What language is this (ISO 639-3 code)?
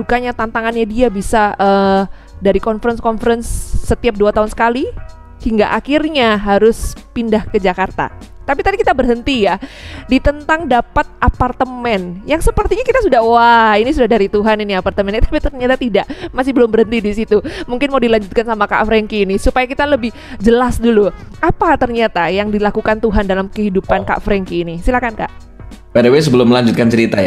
ind